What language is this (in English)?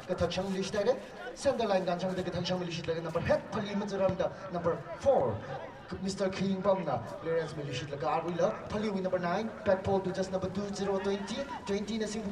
Tangkhul Naga (India)